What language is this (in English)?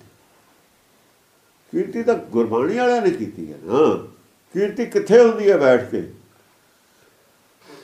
Punjabi